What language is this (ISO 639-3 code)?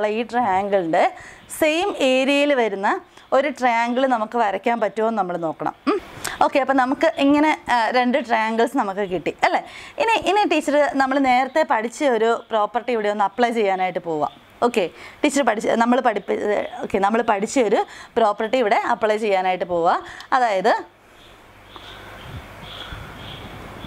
mal